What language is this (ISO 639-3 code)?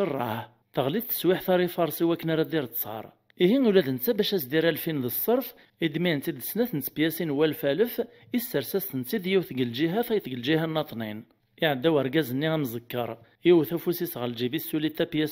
kab